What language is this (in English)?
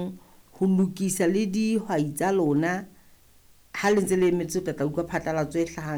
Southern Sotho